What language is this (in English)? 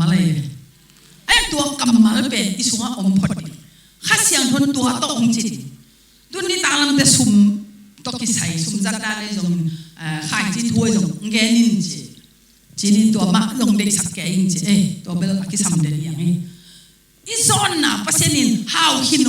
Tedim Chin